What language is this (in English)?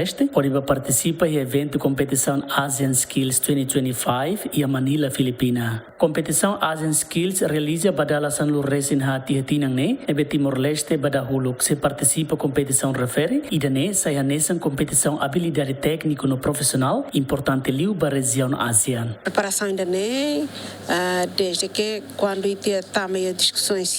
Tetum